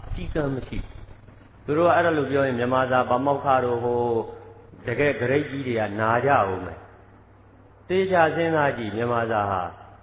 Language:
Burmese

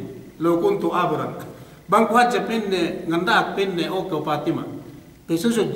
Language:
Yakan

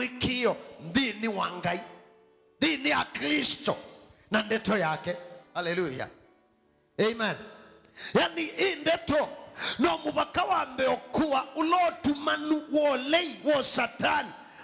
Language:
Kamba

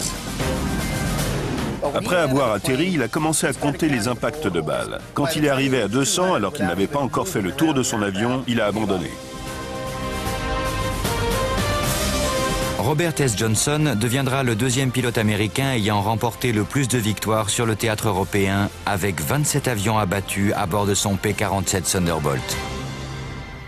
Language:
French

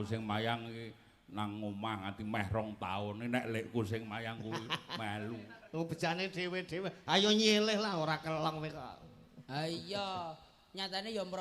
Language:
Javanese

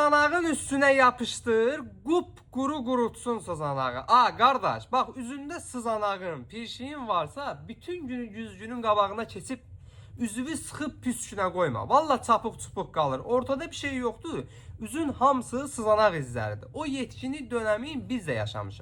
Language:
Azerbaijani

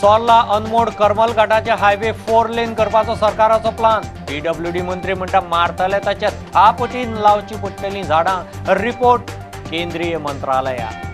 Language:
Konkani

